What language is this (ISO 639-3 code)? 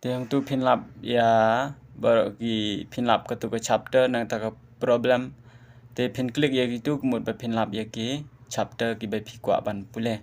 kha